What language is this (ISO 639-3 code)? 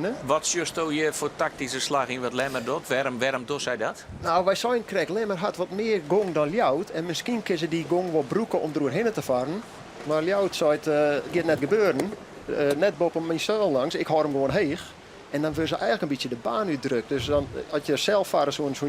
fry